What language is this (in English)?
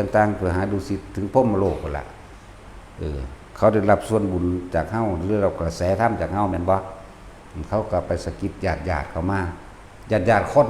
Northeastern Thai